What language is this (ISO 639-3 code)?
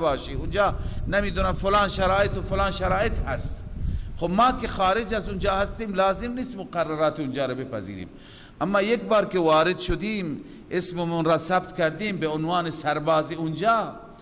fas